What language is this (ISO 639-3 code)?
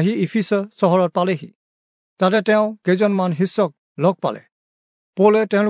asm